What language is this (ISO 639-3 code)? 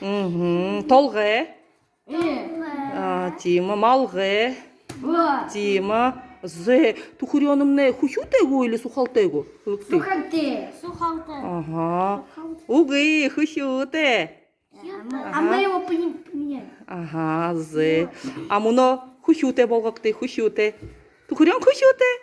bua